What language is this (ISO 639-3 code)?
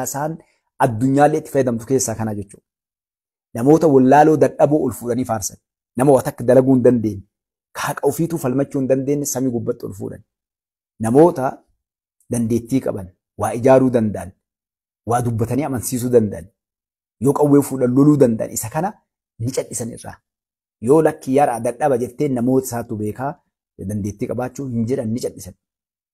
orm